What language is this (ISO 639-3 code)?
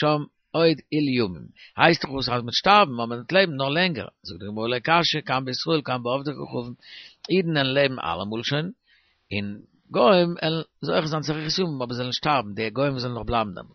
yid